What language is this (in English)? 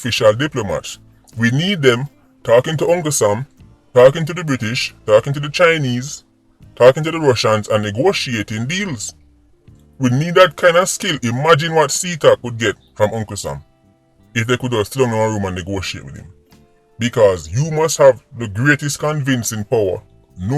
Jamaican Creole English